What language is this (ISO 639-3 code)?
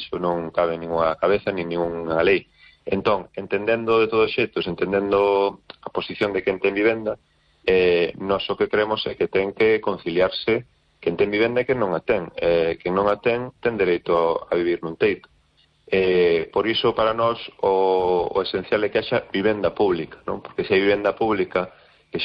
glg